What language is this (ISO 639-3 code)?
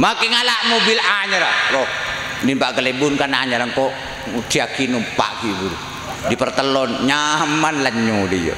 mad